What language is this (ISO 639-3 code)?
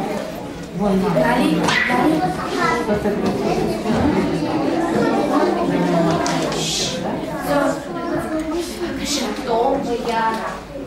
heb